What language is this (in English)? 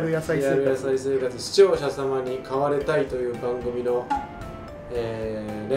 Japanese